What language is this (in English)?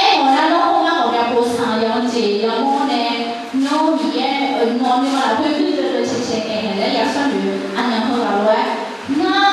Akha